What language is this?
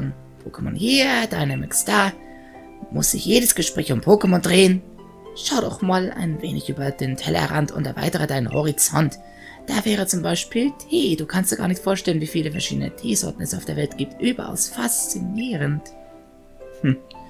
German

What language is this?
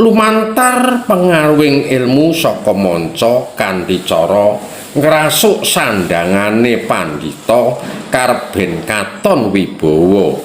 Javanese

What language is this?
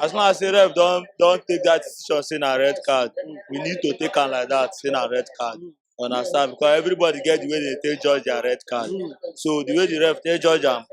Nigerian Pidgin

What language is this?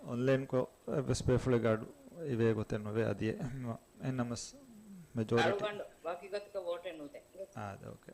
Divehi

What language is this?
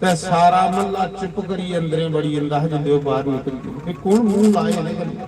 Dogri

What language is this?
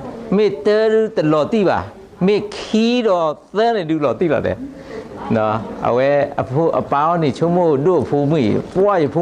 S'gaw Karen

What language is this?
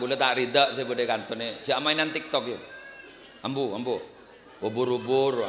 Madurese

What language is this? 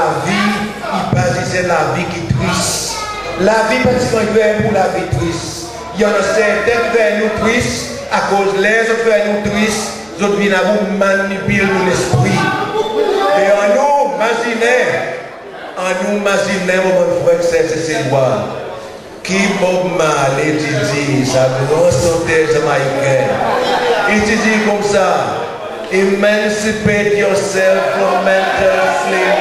Seselwa Creole French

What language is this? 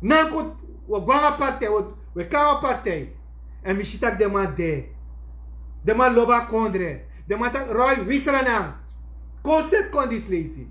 Sranan Tongo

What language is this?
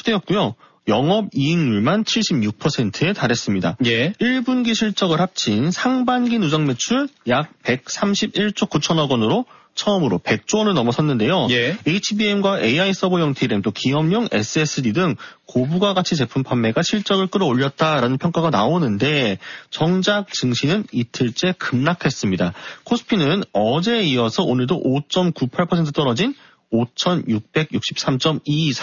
Korean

